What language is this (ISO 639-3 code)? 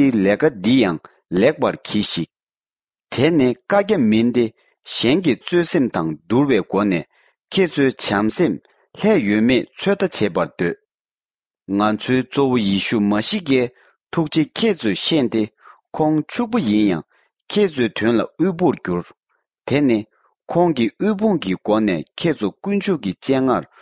bod